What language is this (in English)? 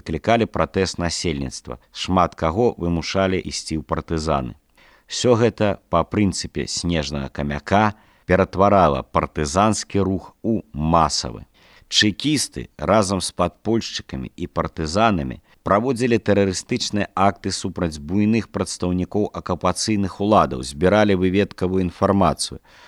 Belarusian